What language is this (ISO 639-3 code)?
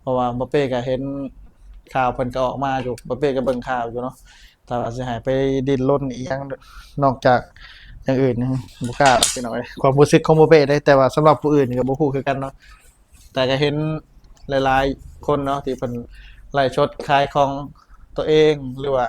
lao